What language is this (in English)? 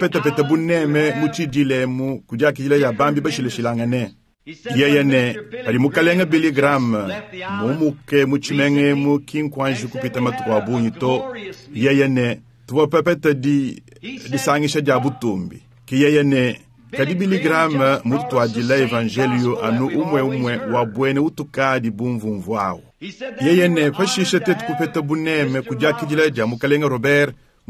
Luba-Lulua